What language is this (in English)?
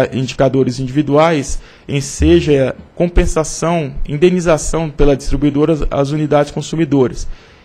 Portuguese